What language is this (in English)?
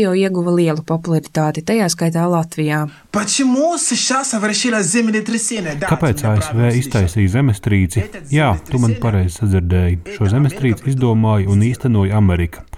Latvian